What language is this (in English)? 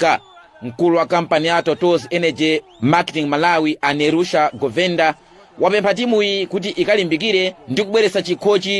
Nyanja